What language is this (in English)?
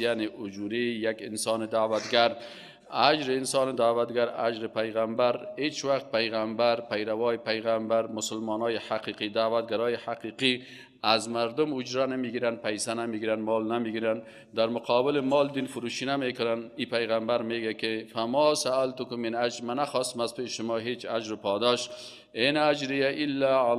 Persian